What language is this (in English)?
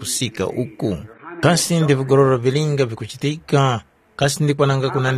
Tumbuka